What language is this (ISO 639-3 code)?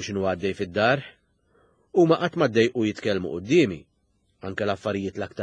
mlt